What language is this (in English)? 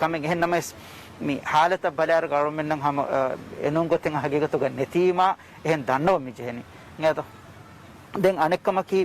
Divehi